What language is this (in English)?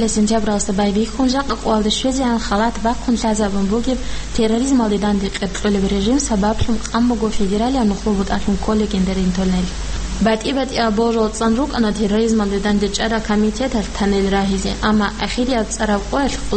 Avaric